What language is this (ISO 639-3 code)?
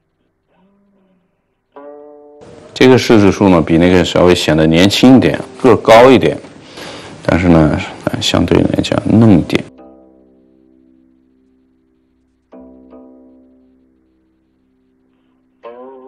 zho